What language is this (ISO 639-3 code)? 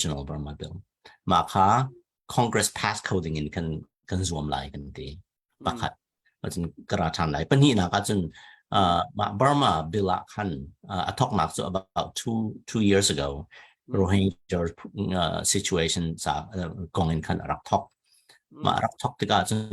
cnh